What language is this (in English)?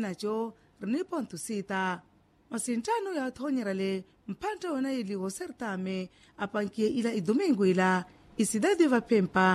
Makhuwa